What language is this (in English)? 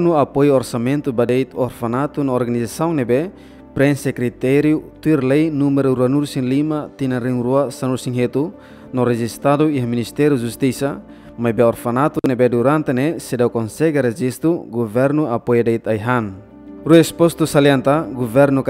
Tetum